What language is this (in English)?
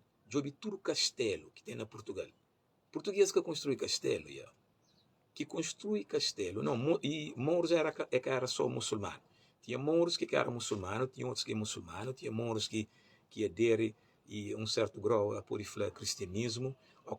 Kabuverdianu